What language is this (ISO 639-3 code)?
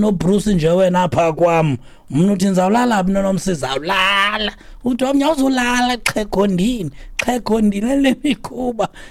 xho